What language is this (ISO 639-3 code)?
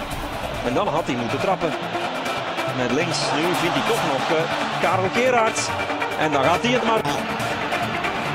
nld